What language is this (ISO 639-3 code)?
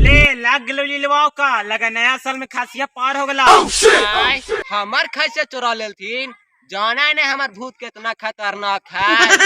mag